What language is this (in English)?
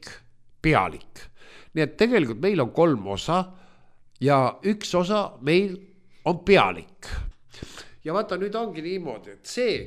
Estonian